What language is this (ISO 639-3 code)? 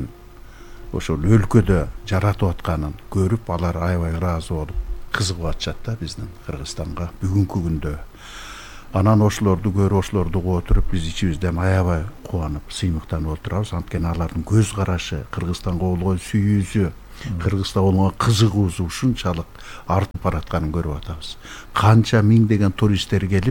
kir